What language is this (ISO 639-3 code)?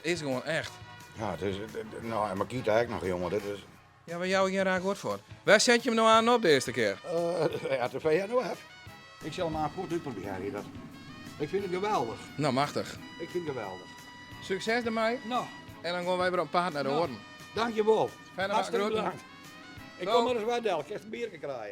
fry